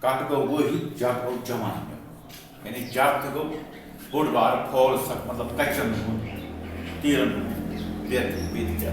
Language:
Kashmiri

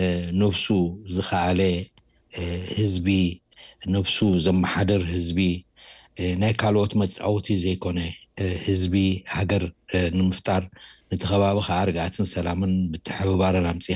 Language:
Tigrinya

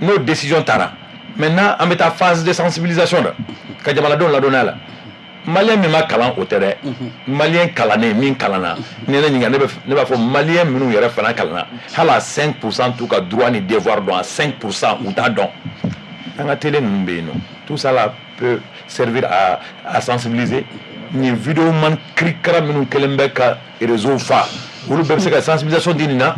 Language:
Bambara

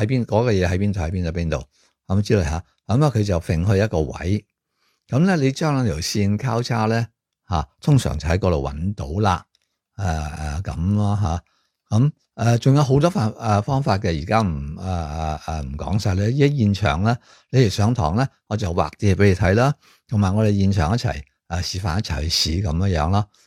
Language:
Cantonese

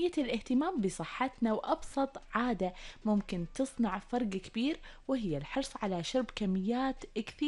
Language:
Gulf Arabic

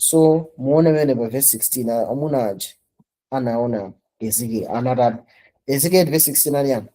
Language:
Nyanja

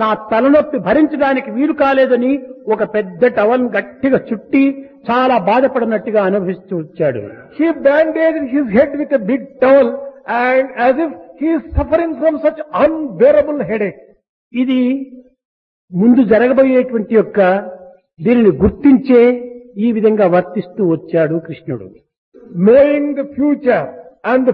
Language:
Telugu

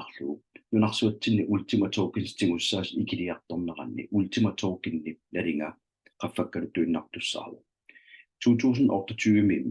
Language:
Kalaallisut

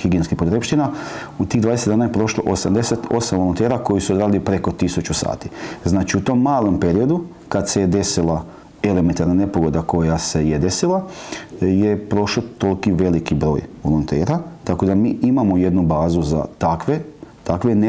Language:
Croatian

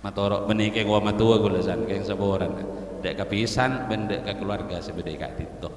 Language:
Madurese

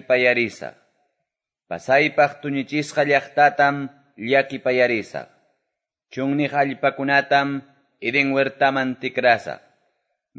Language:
Quechua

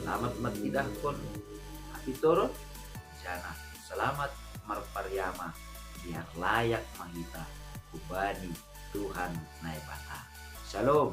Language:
Batak Simalungun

